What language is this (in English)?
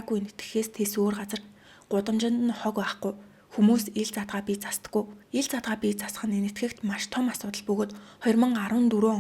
Mongolian